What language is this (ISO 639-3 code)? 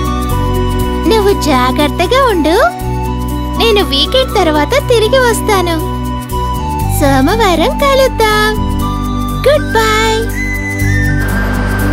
tel